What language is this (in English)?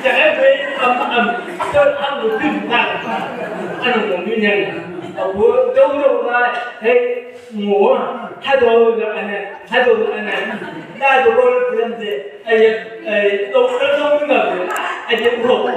Chang Naga